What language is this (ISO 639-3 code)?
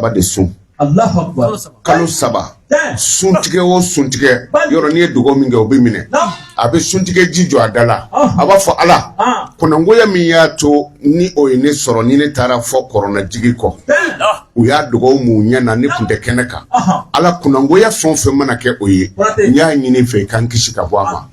bam